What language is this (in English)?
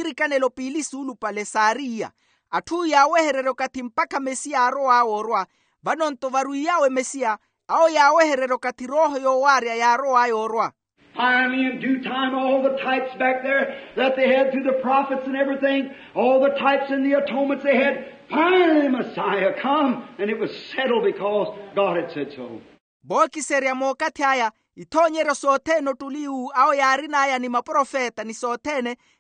Makhuwa